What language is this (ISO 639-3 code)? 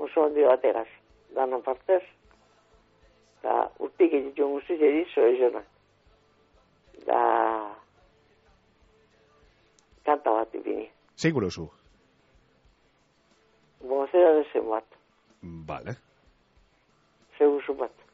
eus